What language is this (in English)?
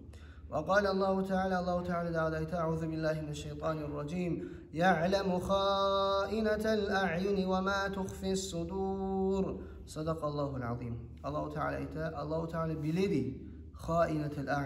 Kumyk